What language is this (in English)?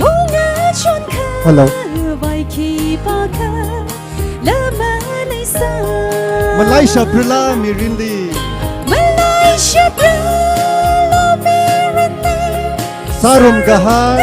Tangkhul Naga (India)